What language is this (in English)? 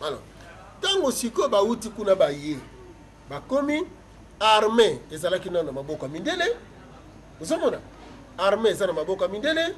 Lingala